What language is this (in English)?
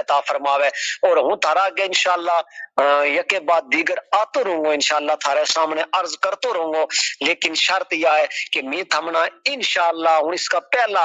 Gujari